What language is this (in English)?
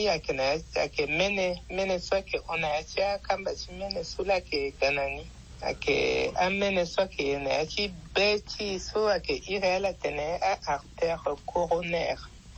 Sango